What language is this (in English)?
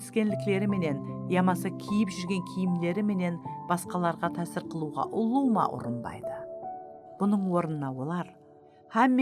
Kara-Kalpak